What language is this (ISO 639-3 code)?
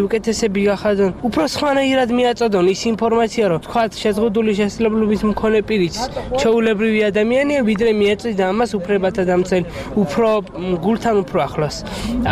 kat